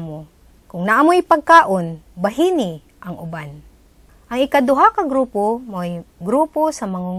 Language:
Cebuano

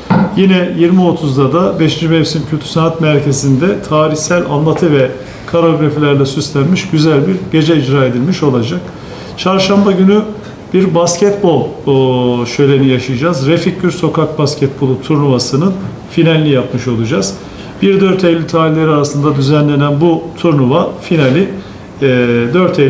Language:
Turkish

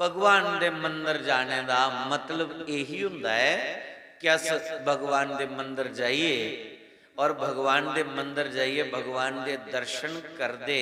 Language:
Dogri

